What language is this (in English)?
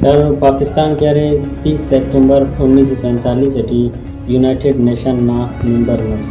Brahui